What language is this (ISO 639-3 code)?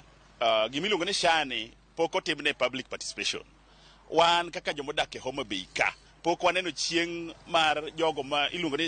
luo